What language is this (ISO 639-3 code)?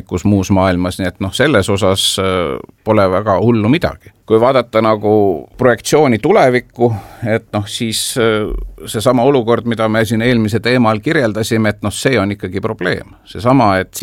est